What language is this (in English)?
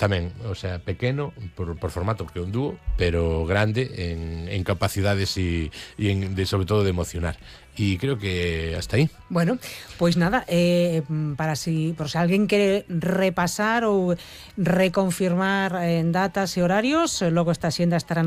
Galician